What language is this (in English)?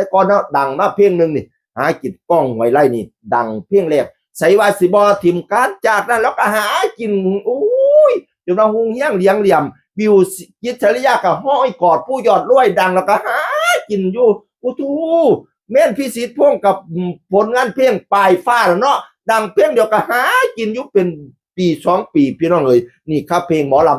Northeastern Thai